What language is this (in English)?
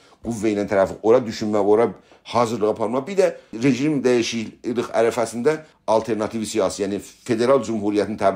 South Azerbaijani